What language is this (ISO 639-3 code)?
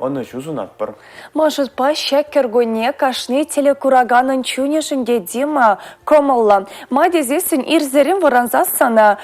chv